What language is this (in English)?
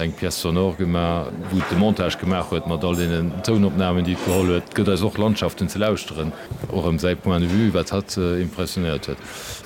Luxembourgish